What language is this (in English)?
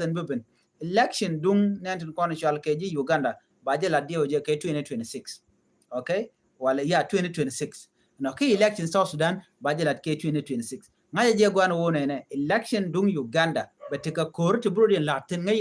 Nuer